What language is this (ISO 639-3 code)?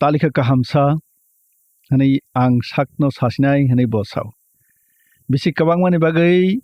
trp